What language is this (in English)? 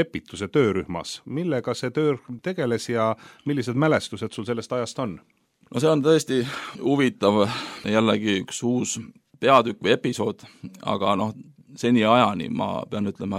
Estonian